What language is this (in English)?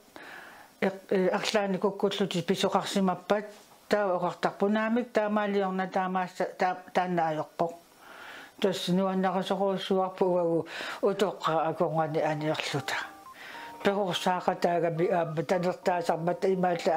Kalaallisut